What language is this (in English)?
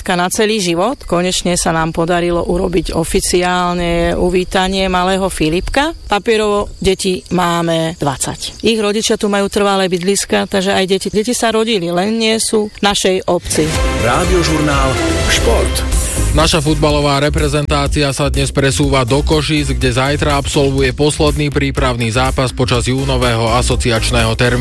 Slovak